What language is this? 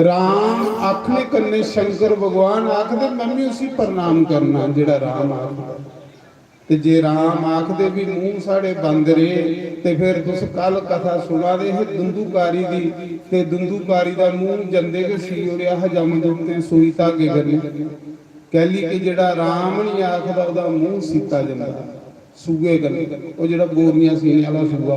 Dogri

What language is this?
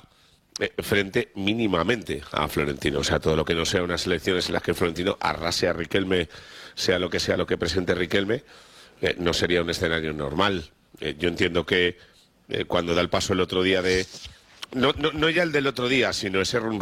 Spanish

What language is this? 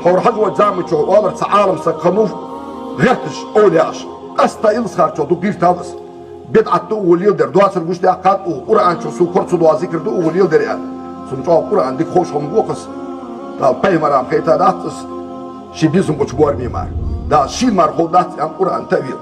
Ingush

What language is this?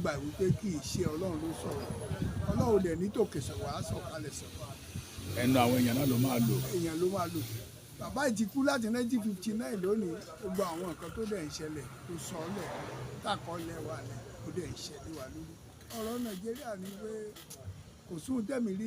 Yoruba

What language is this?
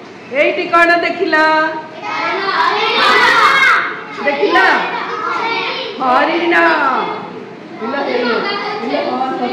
Odia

